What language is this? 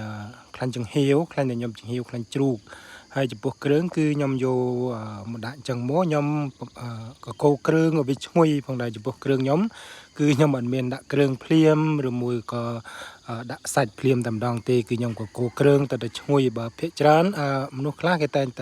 Khmer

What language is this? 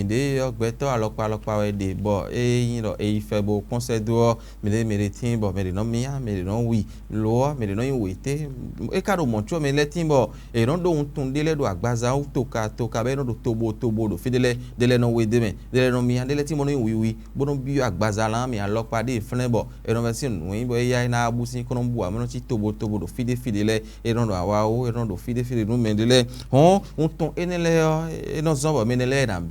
Fon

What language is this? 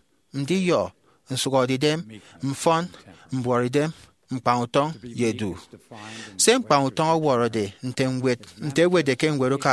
Efik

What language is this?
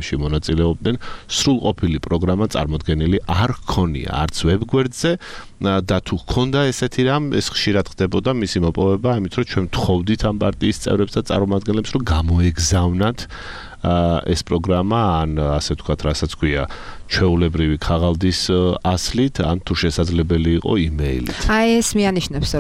Georgian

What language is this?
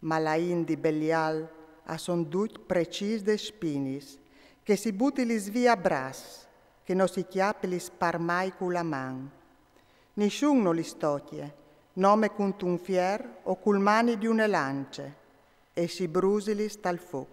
Friulian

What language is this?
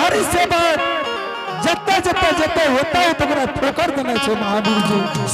Angika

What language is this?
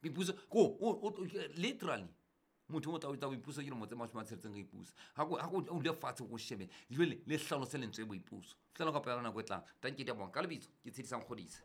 Southern Sotho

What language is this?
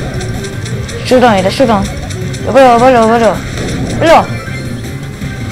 Korean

